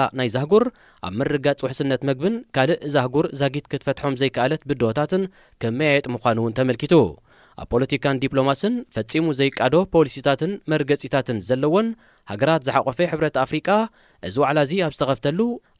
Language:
Tigrinya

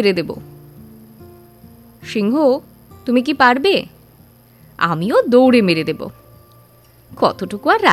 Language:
Bangla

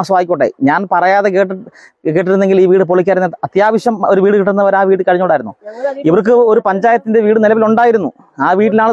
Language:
Malayalam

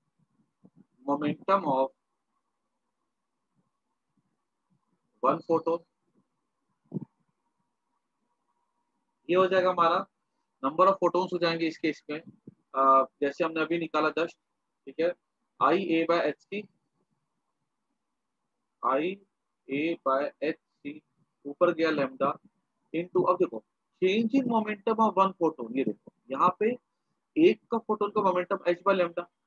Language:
Hindi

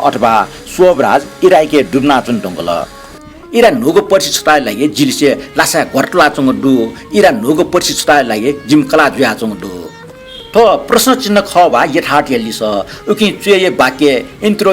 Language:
Newari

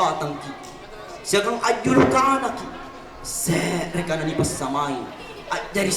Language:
Makasar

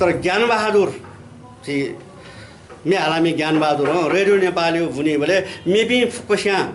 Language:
Newari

